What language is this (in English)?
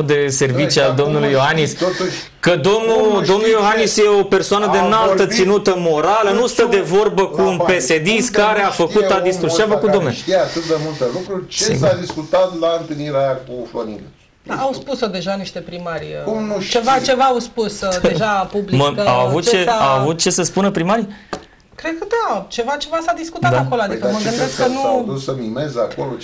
Romanian